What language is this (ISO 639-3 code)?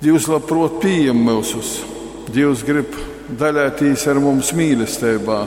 ltg